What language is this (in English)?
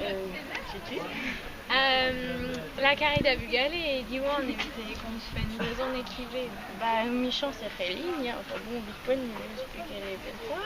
Breton